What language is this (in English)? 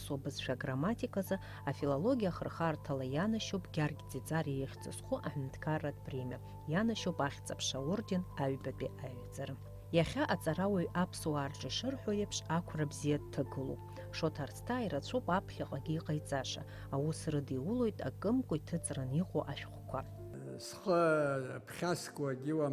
Abkhazian